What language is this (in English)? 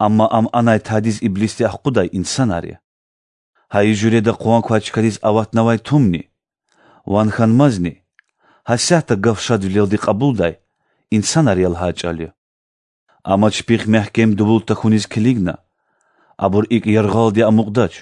Lezghian